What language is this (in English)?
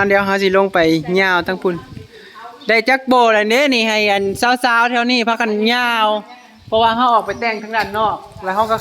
Northeastern Thai